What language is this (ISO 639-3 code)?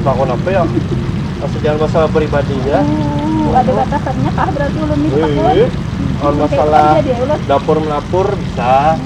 bjn